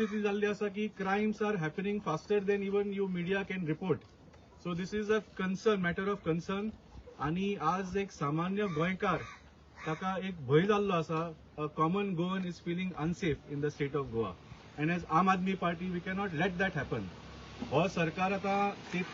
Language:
Konkani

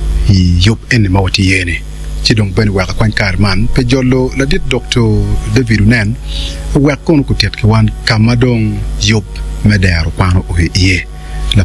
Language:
Acoli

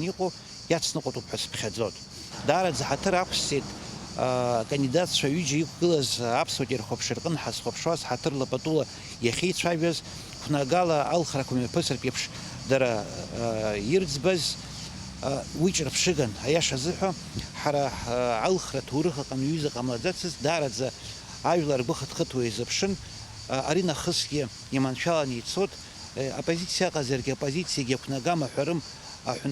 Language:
Abkhazian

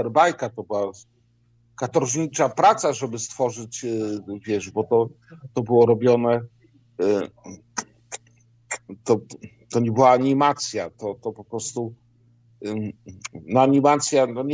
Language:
Polish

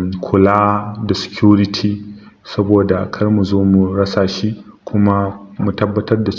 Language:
Hausa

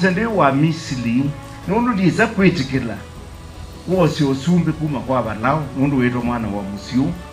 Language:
Kamba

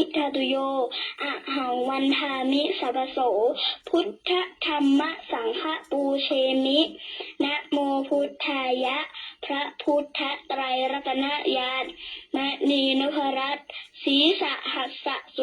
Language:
Pali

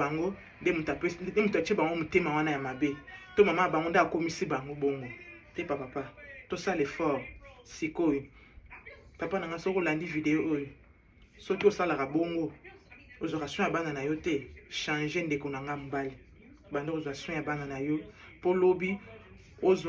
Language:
Lingala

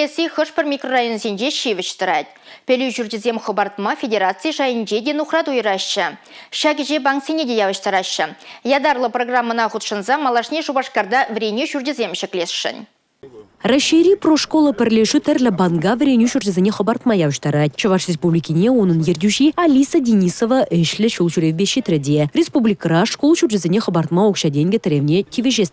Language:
Chuvash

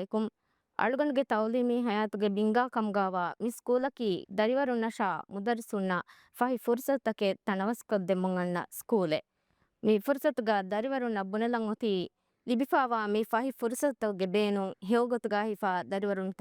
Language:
Divehi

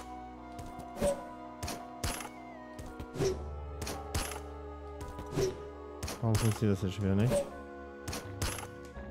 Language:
German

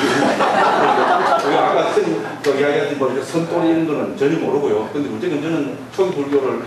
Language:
Korean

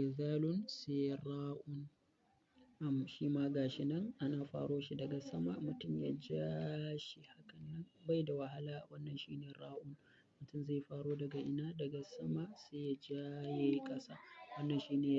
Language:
Hausa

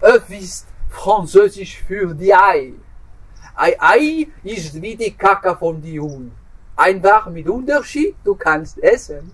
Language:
Swiss German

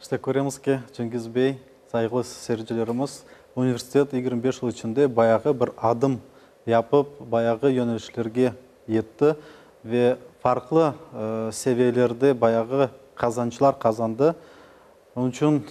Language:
Crimean Tatar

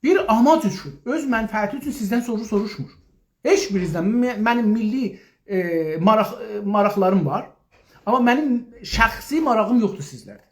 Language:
South Azerbaijani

